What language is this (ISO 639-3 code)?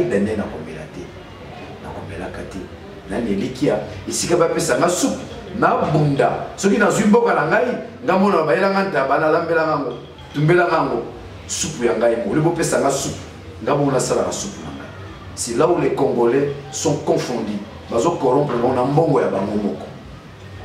lin